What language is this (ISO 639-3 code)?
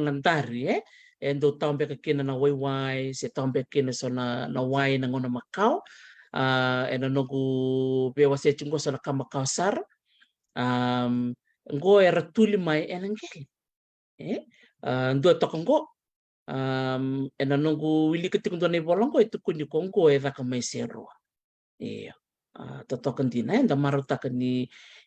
fij